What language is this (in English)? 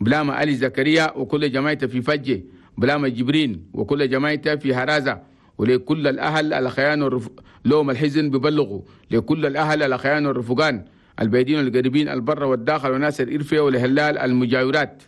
Chadian Arabic